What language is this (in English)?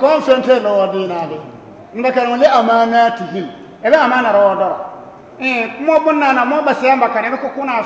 Bissa